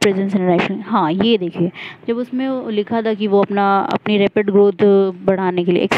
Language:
Hindi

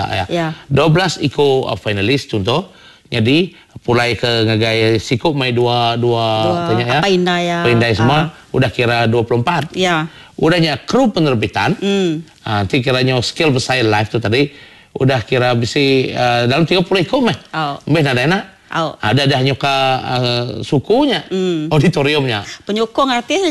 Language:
Iban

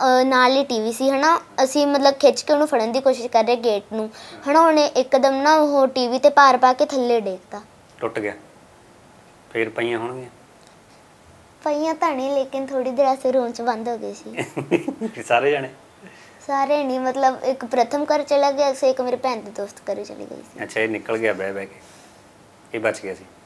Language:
Punjabi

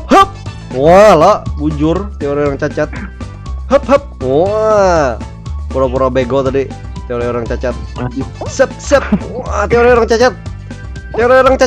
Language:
Banjar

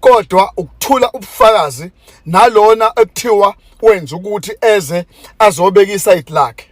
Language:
Zulu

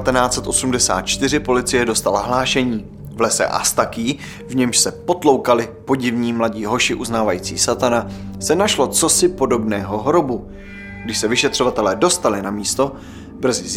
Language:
Czech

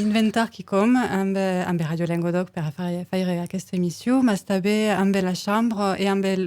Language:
Occitan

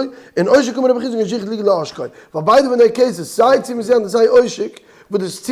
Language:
Yiddish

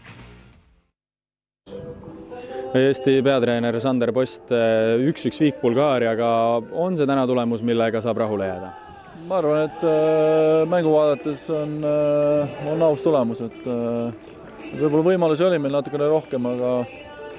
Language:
Estonian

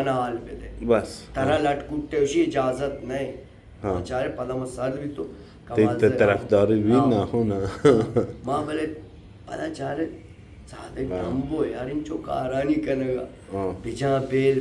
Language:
Baluchi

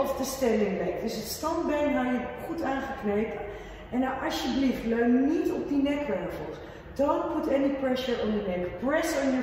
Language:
Dutch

